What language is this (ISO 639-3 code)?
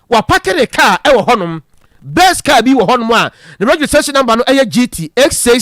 aka